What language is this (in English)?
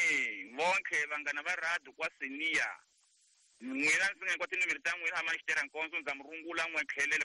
Tsonga